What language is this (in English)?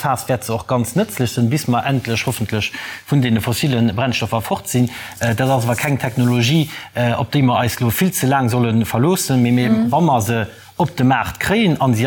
Luxembourgish